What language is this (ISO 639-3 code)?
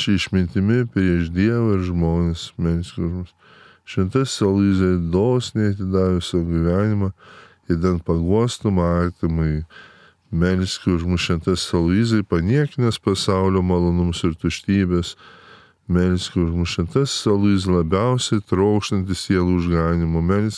lit